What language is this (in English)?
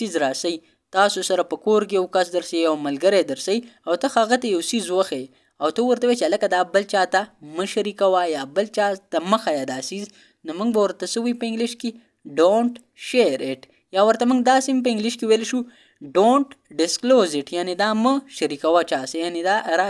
Pashto